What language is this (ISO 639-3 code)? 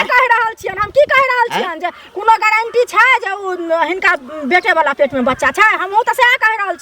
mai